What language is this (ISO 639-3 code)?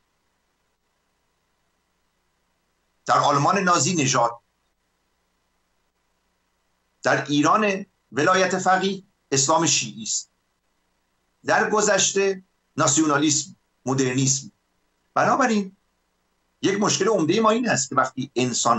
fas